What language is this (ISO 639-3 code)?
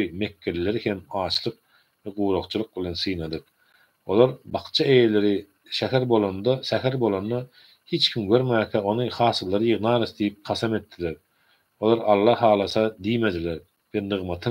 tuk